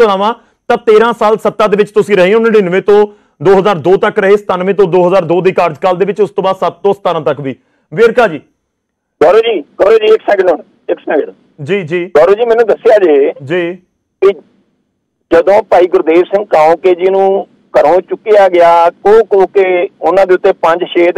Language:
Punjabi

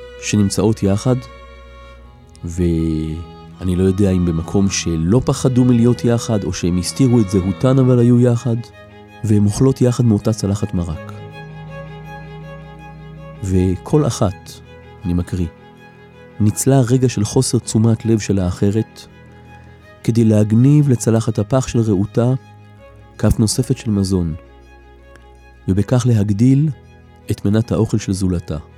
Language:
Hebrew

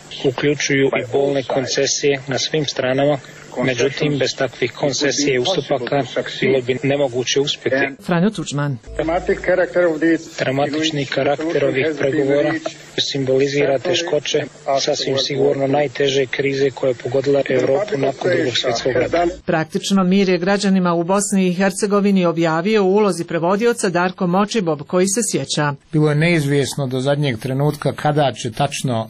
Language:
Croatian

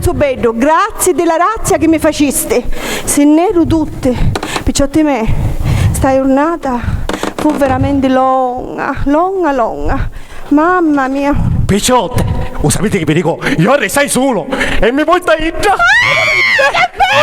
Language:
Sicilian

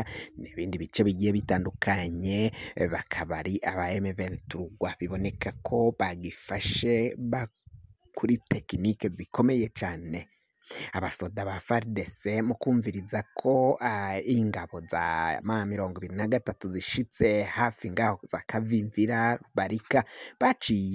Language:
Rundi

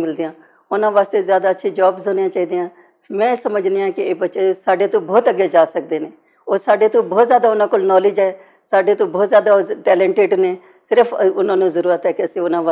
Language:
Western Panjabi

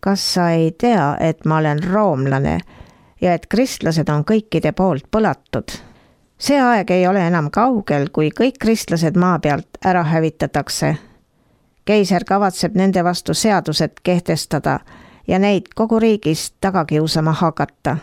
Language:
Estonian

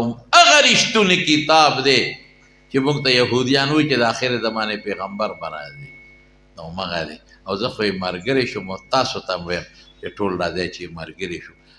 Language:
Pashto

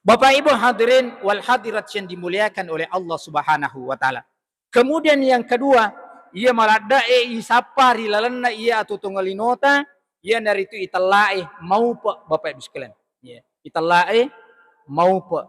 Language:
Buginese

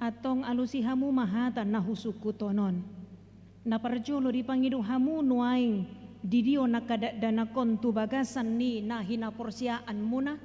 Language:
Batak Toba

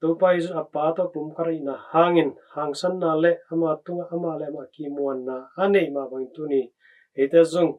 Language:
Tedim Chin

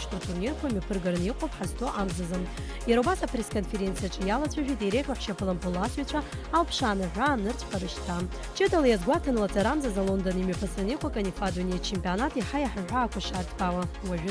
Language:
Abkhazian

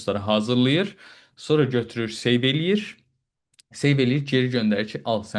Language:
Azerbaijani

